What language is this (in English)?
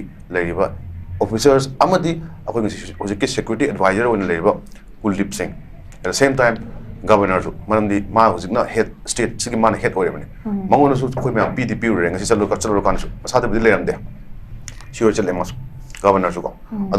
Manipuri